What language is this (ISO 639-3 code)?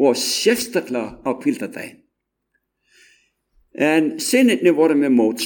isl